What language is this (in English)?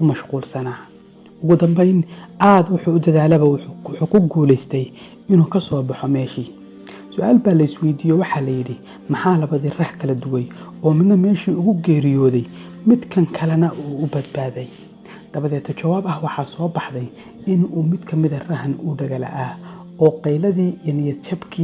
Somali